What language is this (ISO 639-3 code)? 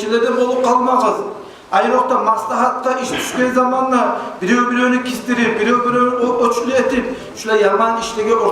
kum